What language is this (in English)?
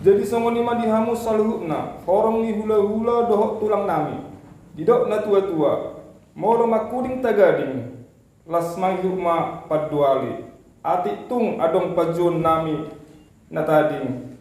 Batak Toba